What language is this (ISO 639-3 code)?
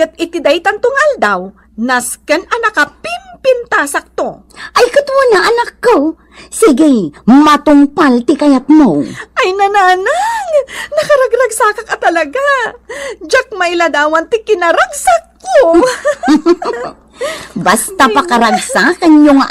ilo